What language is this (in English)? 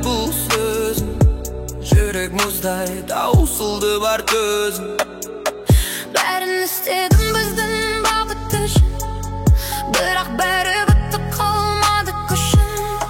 Kazakh